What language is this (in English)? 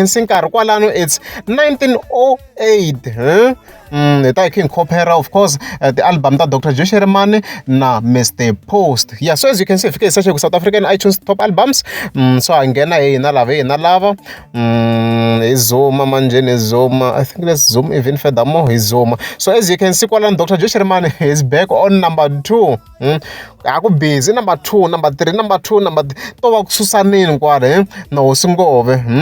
Tsonga